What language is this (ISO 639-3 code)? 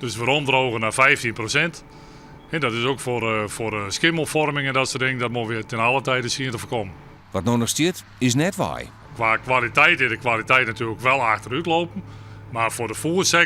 fry